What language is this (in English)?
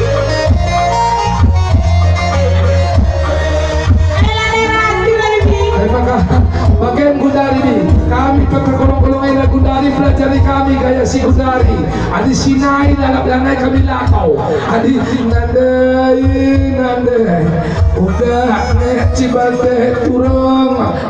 Batak Karo